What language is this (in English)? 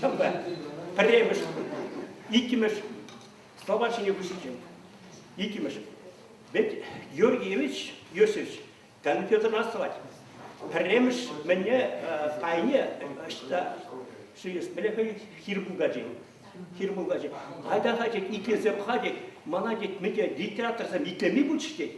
Chuvash